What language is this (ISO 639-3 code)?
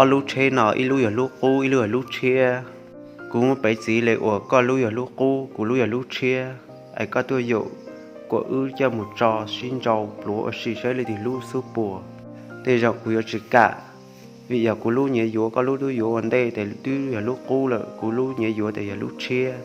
hmn